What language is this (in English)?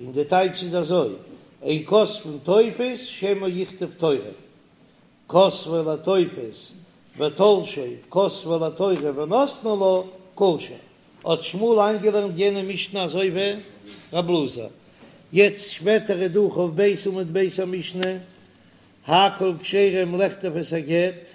Yiddish